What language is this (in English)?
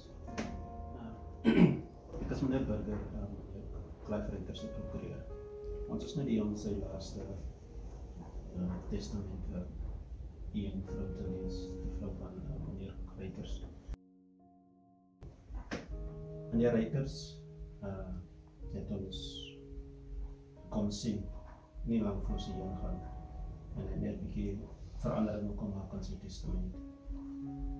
Afrikaans